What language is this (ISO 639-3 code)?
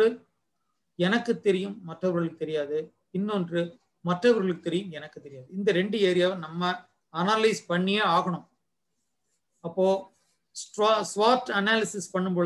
tam